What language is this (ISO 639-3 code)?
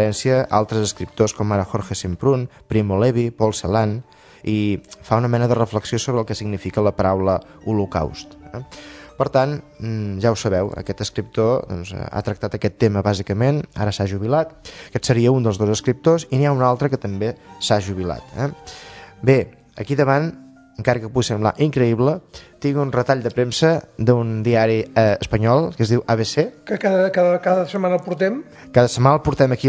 cat